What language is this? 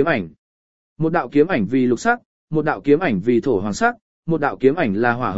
Vietnamese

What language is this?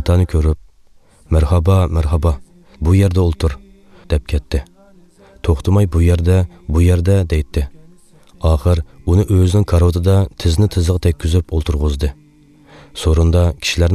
Uyghur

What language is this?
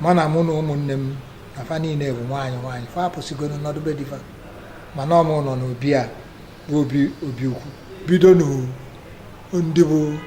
Igbo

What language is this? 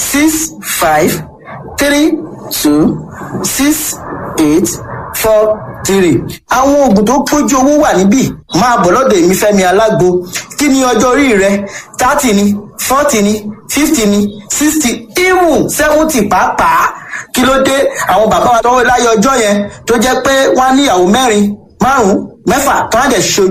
Yoruba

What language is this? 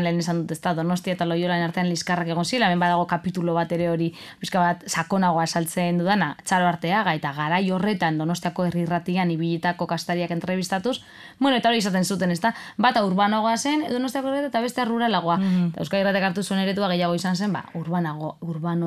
Basque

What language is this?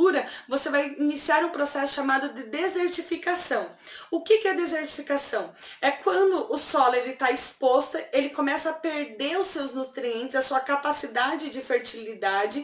Portuguese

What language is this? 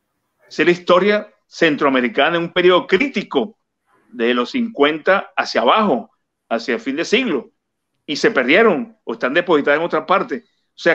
Spanish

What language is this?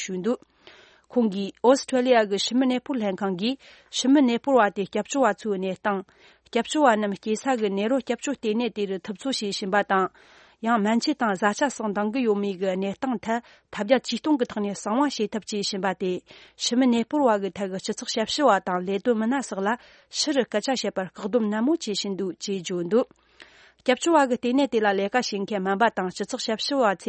Tibetan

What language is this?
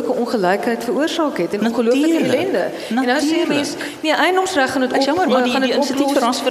Afrikaans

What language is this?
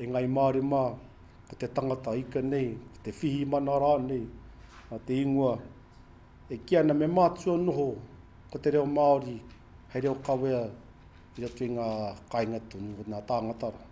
Māori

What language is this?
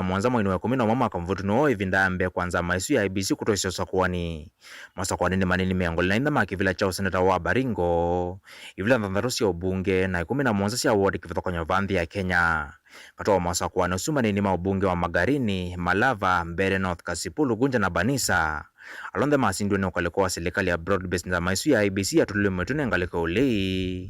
Kamba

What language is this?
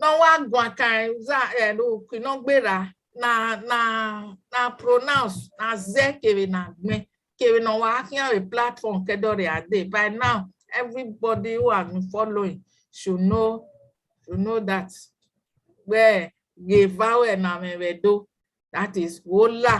Bini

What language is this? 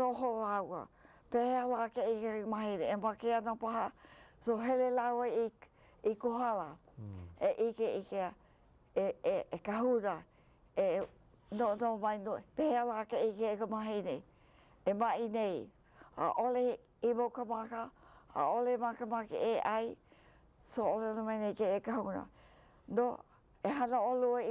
Hawaiian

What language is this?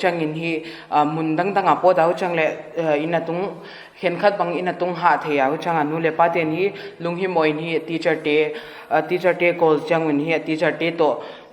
Paite Chin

